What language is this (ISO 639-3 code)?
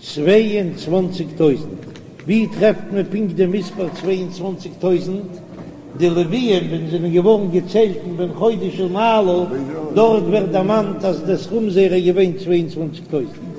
yid